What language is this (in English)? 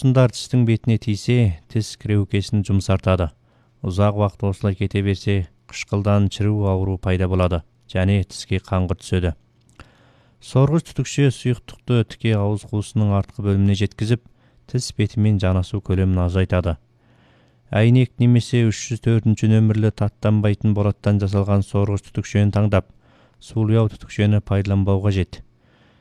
Kazakh